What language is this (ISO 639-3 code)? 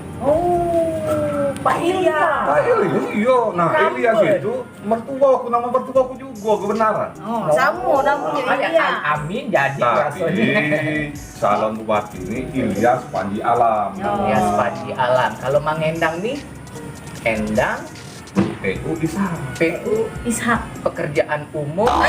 mui